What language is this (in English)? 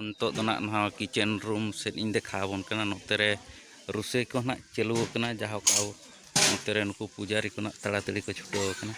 Santali